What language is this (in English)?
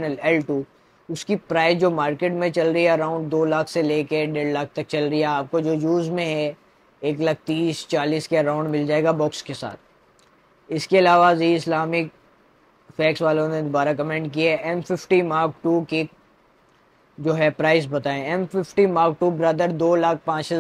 Hindi